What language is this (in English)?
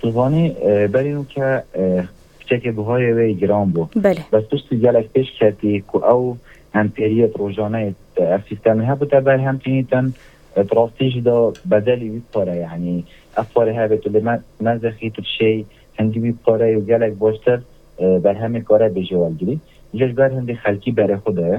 Kurdish